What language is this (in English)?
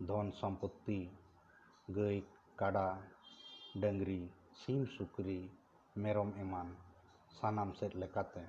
Santali